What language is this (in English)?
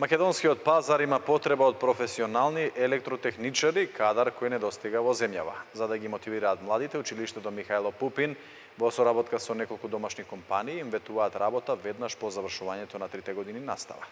Macedonian